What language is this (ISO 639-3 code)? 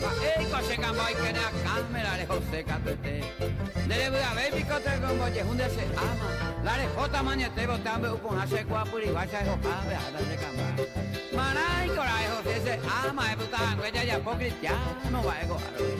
grn